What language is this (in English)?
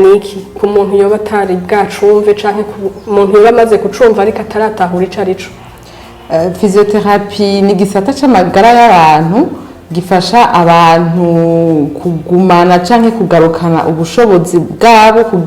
Rundi